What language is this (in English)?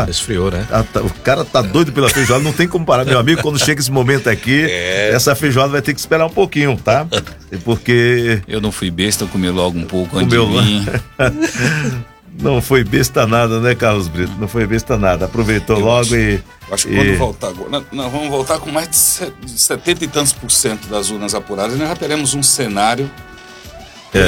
Portuguese